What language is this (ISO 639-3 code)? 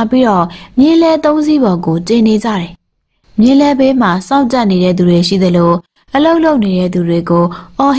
mya